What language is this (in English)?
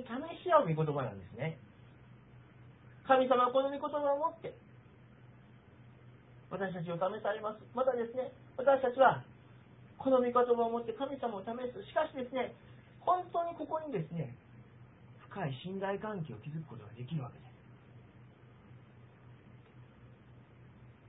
Japanese